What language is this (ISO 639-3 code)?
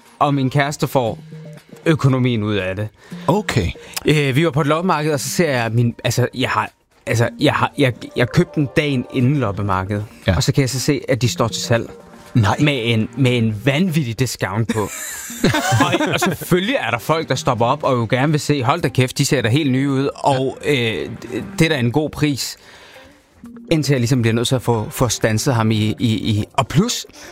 dan